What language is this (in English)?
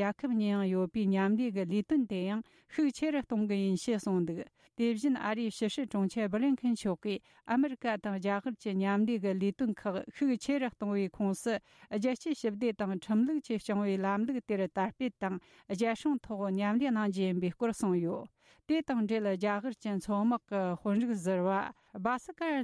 Tibetan